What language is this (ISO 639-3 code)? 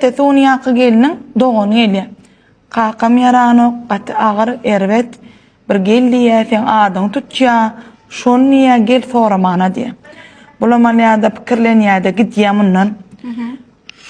tuk